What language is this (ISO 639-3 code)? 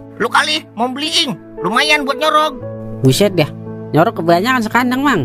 bew